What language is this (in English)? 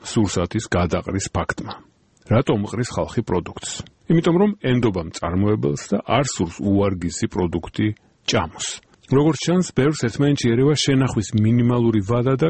Georgian